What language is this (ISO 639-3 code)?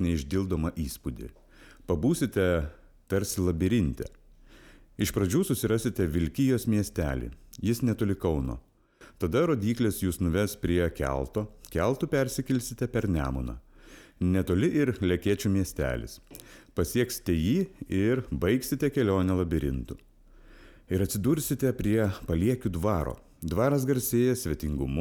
lit